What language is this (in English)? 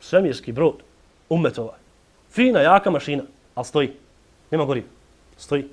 Bosnian